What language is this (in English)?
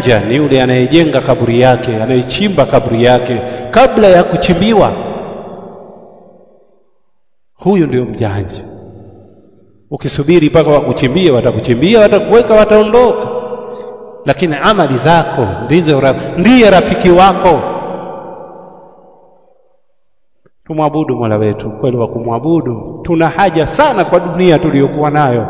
Swahili